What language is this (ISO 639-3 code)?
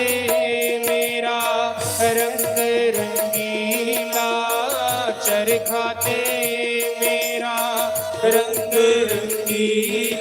doi